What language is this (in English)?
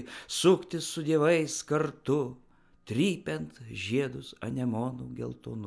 Lithuanian